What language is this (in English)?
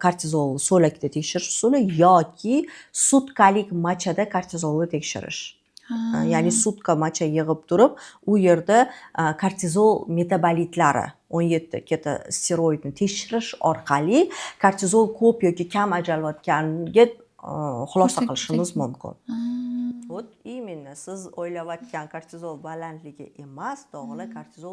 Uzbek